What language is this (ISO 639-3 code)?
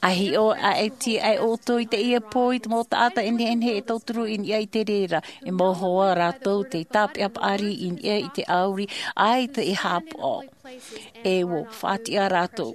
tah